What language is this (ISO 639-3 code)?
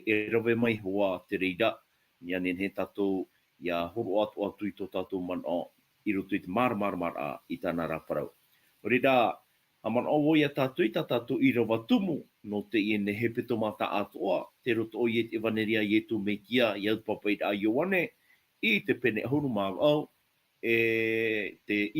tah